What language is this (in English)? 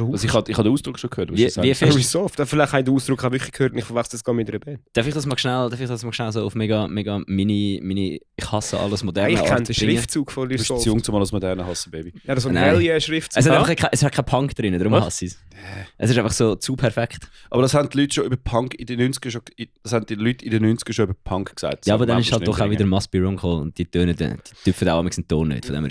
Swiss German